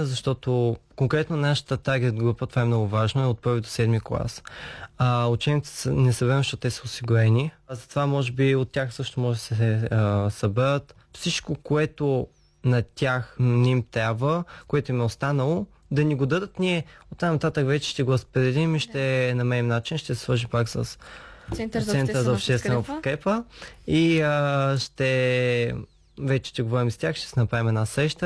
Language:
Bulgarian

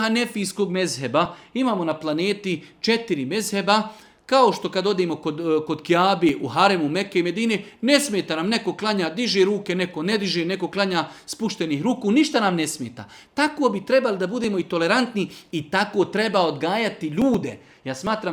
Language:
Bosnian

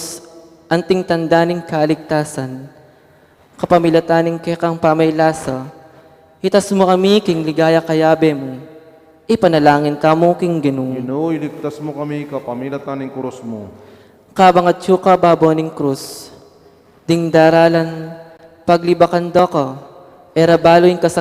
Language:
Pampanga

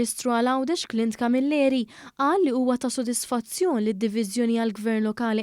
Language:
Maltese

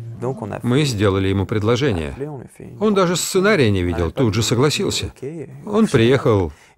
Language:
Russian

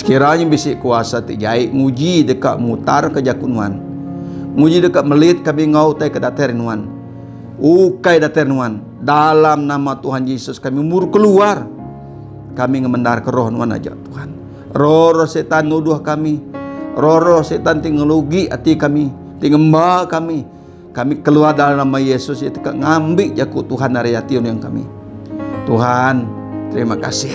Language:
Iban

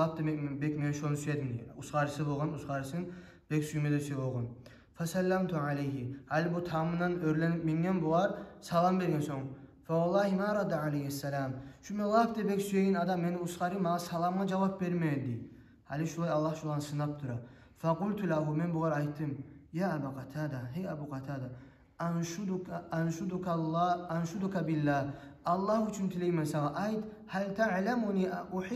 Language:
Kumyk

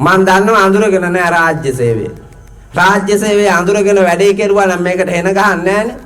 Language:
Sinhala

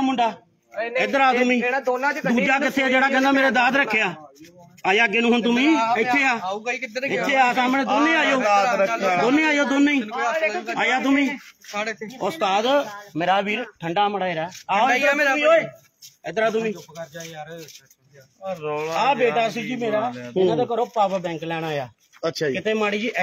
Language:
Punjabi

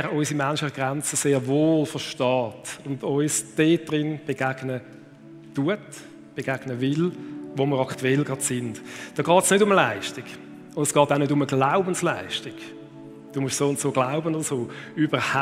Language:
Swiss German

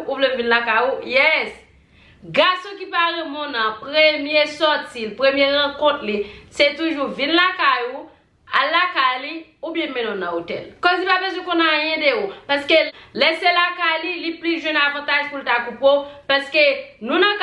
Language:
Haitian Creole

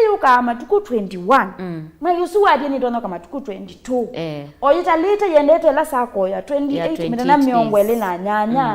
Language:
Kamba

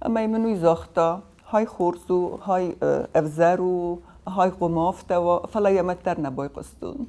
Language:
Ossetic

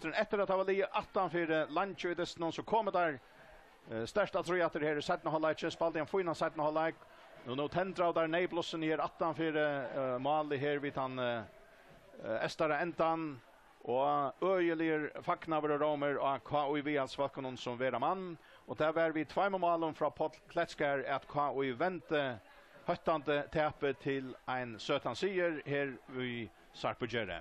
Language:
Faroese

